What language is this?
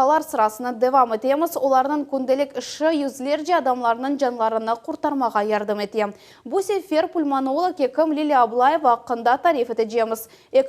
Crimean Tatar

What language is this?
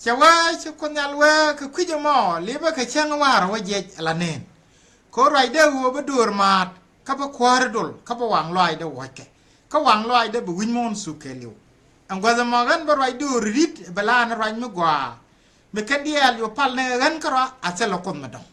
Nuer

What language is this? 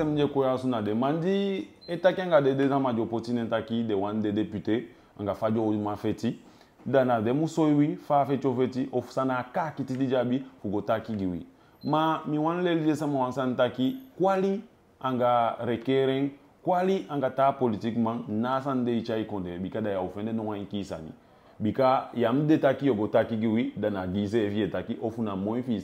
Eastern Maroon Creole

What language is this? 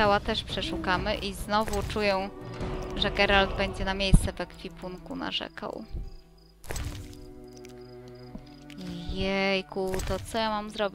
Polish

